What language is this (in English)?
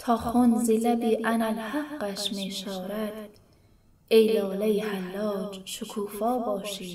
Tajik